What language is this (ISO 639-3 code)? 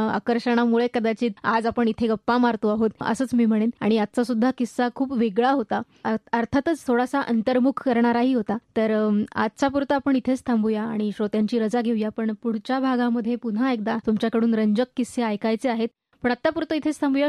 mar